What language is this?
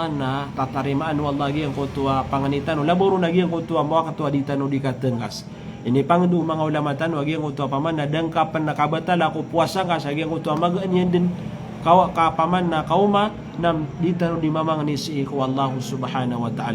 Maranao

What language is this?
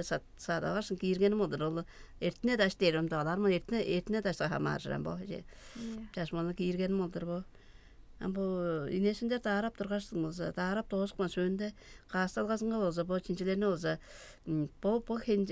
Tuvinian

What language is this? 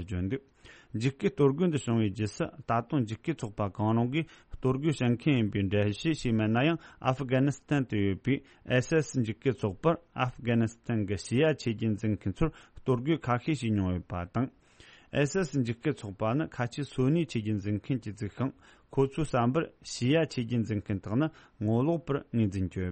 Tibetan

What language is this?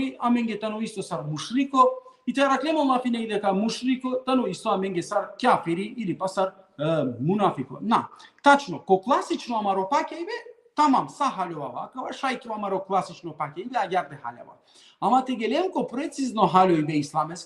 Balkan Romani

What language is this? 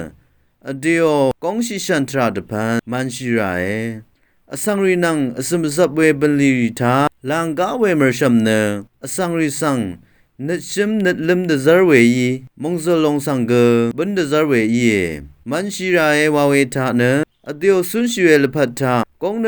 Rawang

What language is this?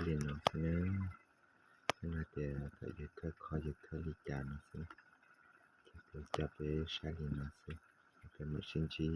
Hmong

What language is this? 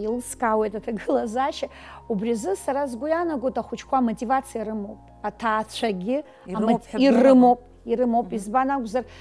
Abkhazian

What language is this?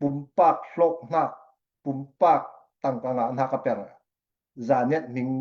Falam Chin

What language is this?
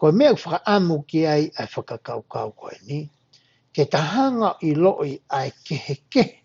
Tongan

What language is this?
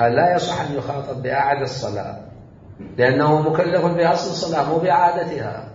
Mesopotamian Arabic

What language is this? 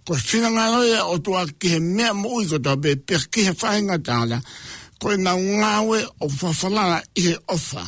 Tongan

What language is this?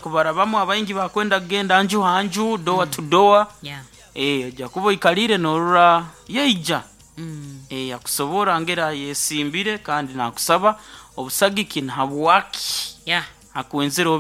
Nyoro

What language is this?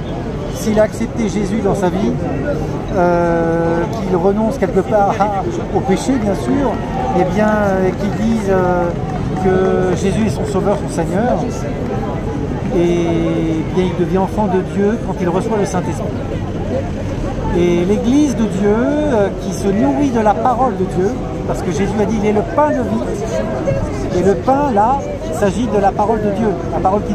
French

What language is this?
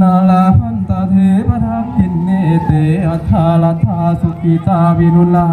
Northeastern Thai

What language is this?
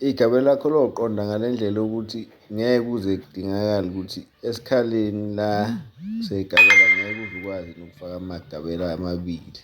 Zulu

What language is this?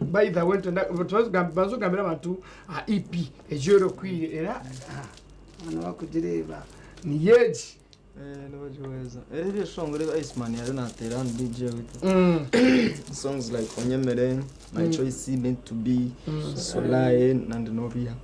Nyankole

